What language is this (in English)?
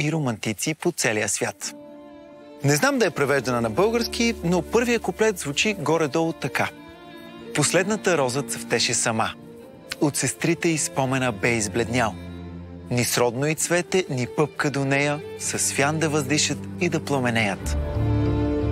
Bulgarian